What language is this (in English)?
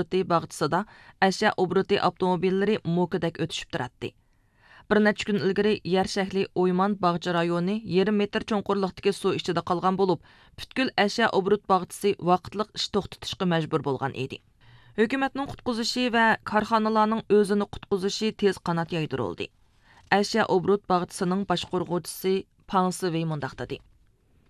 Uyghur